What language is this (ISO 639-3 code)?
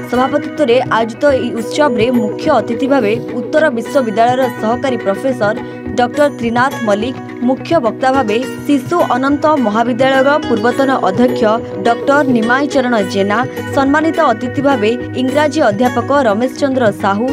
ori